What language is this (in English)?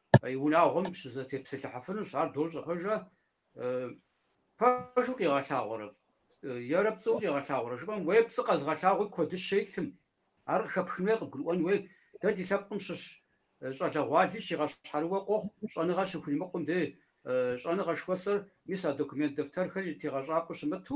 Kabardian